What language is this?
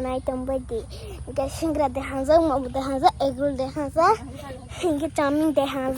Kok Borok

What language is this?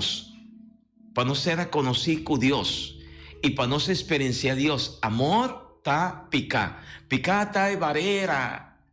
Papiamento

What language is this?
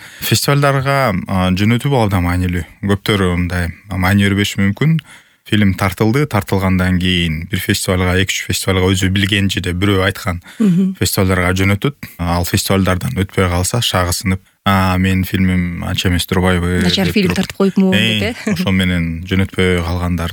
Kyrgyz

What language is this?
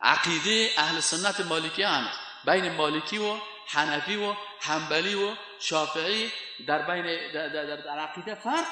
Persian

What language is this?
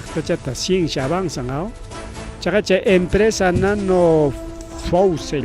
Ayacucho Quechua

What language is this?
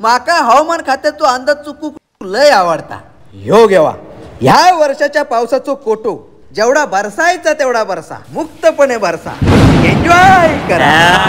Konkani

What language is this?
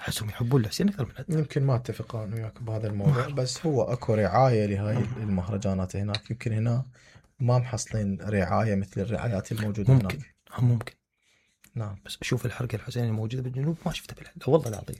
Mesopotamian Arabic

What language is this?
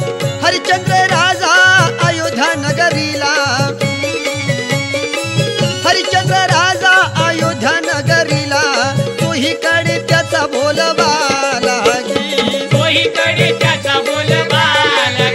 Marathi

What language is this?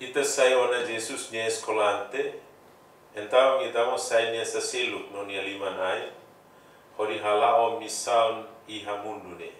Tetum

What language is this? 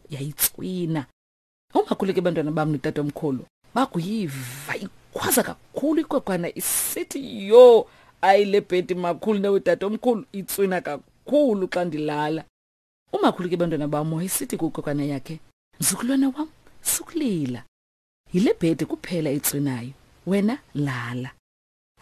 Xhosa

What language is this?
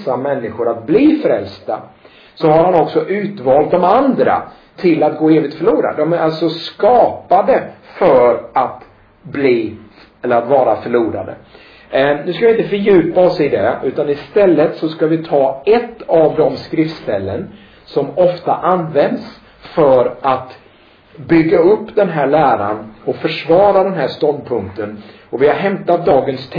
Swedish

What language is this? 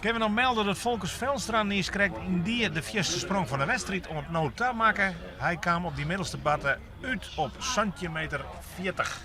Western Frisian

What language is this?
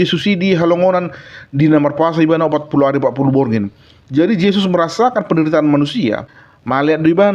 Batak Toba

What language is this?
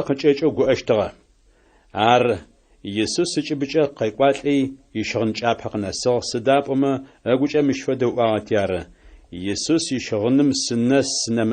Adyghe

